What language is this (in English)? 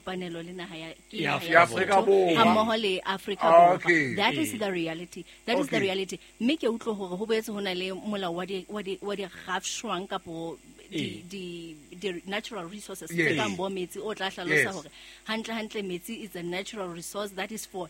Southern Sotho